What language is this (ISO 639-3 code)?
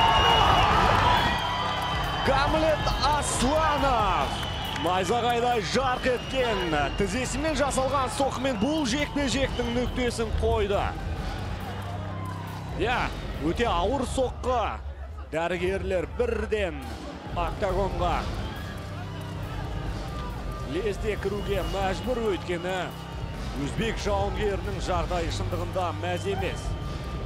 kaz